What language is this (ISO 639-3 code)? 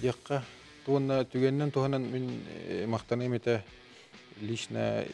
sah